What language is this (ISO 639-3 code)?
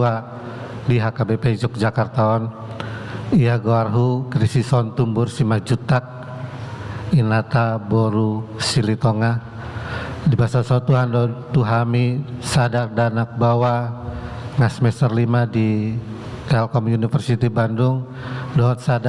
bbc